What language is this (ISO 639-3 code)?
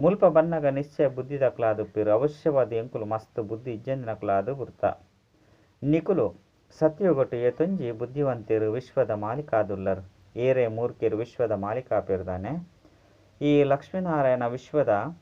tcy